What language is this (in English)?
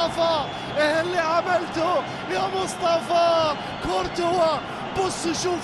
Egyptian Arabic